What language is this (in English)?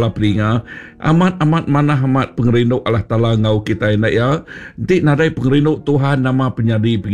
Iban